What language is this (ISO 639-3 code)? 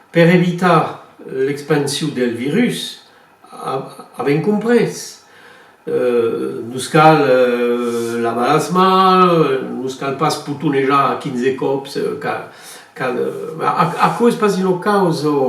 oci